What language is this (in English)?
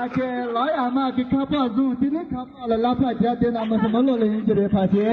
Tibetan